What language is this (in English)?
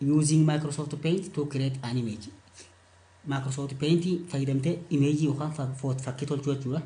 Oromo